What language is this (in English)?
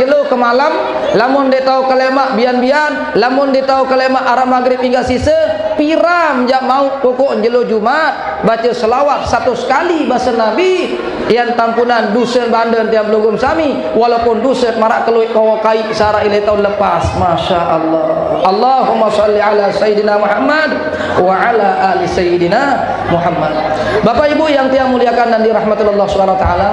Sasak